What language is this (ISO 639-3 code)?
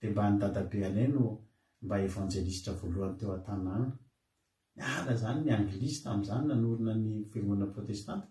mlg